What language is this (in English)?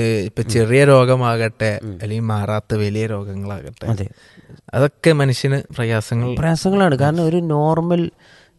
Malayalam